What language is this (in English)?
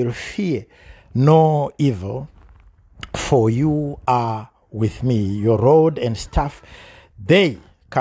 Shona